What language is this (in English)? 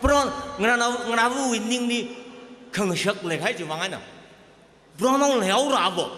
Tangkhul Naga (India)